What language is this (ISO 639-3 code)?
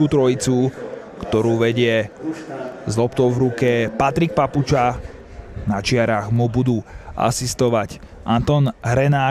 slk